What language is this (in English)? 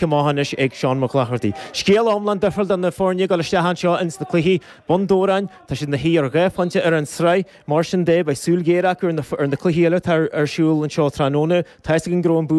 Irish